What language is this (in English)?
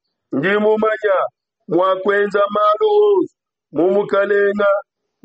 Luba-Lulua